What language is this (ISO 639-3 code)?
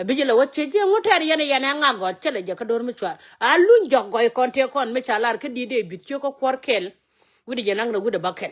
nus